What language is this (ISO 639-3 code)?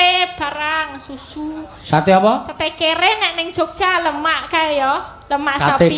jav